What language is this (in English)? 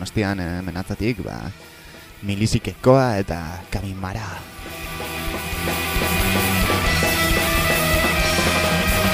Basque